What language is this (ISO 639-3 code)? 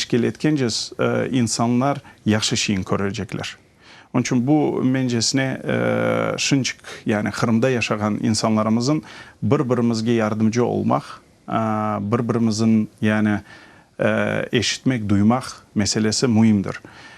crh